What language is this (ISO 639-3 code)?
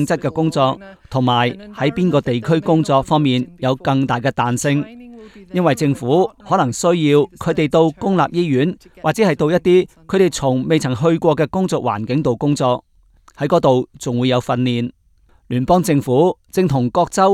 yue